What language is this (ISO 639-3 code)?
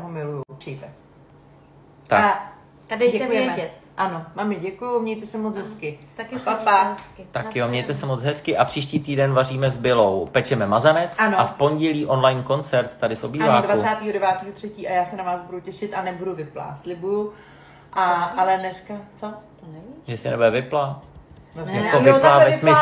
ces